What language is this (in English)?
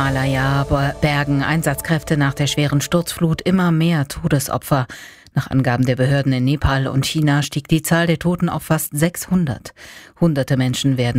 German